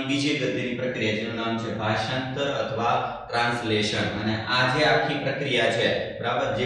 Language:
Gujarati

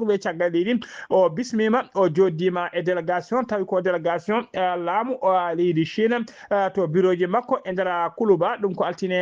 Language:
Fula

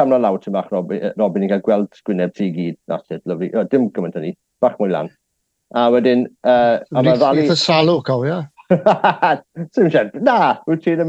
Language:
Welsh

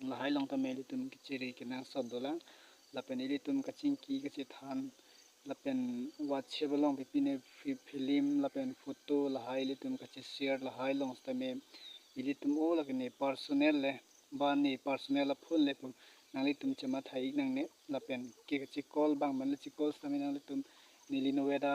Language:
Karbi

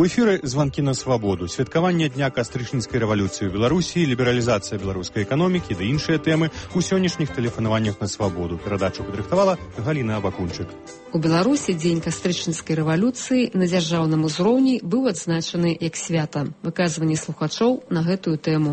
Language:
Belarusian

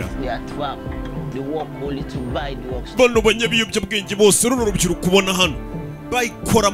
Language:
Kinyarwanda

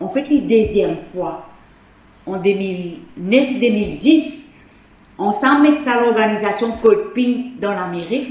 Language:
Morisyen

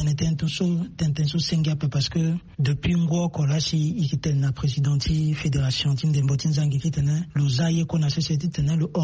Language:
Sango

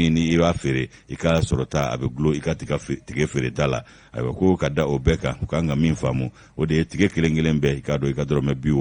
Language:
Bambara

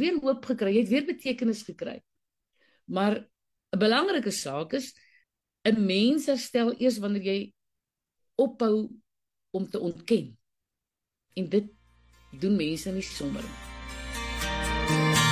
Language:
Afrikaans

